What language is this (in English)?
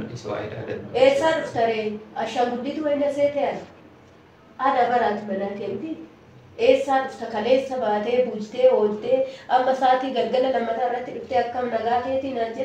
Oromo